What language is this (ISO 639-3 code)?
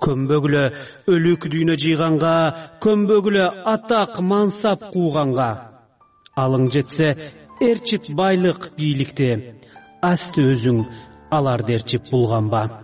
kir